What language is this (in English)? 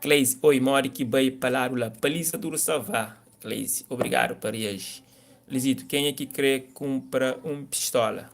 Kabuverdianu